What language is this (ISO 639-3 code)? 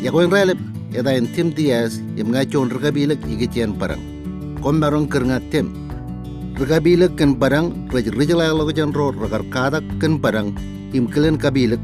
mah